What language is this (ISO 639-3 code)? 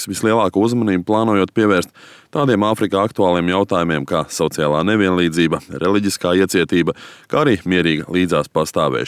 lav